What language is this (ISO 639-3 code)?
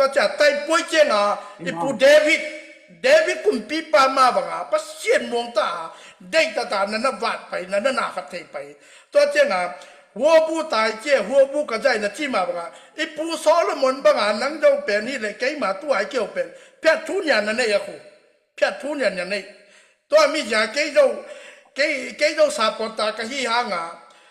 ctd